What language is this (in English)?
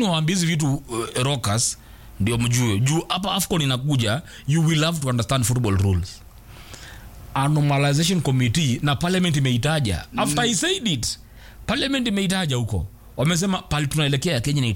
Swahili